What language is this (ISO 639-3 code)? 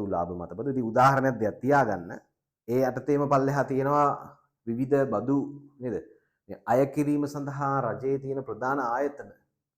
sin